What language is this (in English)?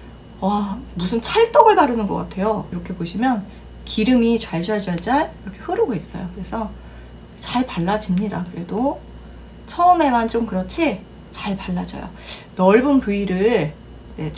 Korean